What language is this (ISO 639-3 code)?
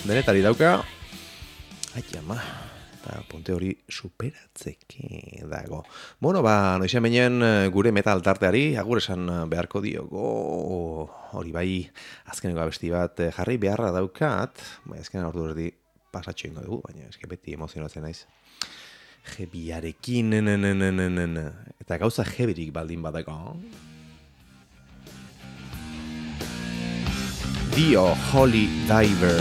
eus